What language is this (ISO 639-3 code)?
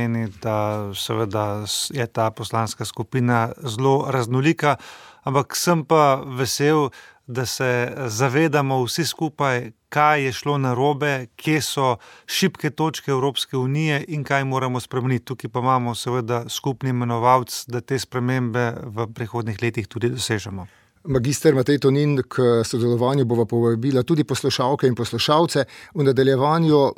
slv